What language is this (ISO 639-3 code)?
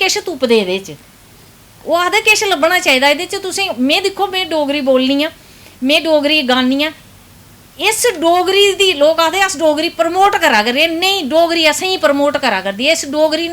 doi